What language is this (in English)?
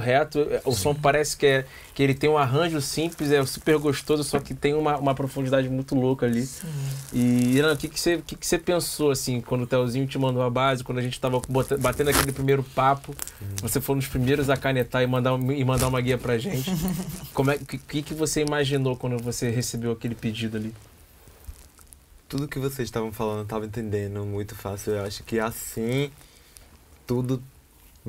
Portuguese